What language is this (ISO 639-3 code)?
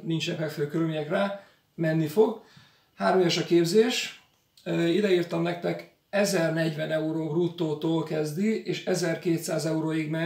hun